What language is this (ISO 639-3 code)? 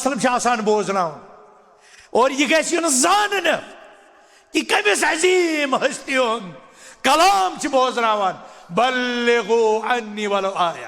kas